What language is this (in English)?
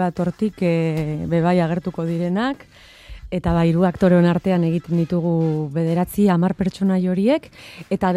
Basque